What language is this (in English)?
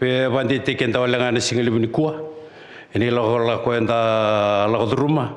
Fijian